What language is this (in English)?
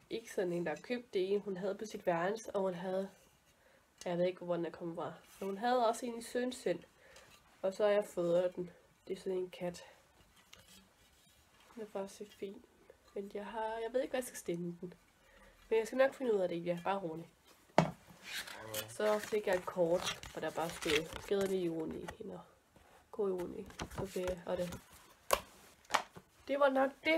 Danish